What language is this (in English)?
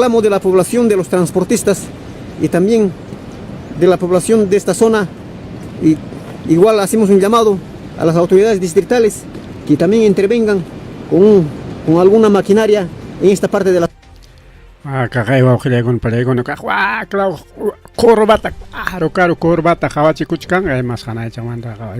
Ayacucho Quechua